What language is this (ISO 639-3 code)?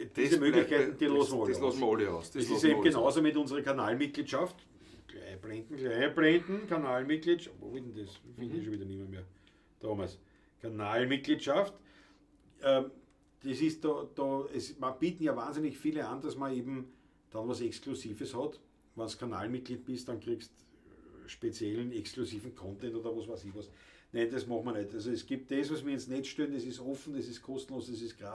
bar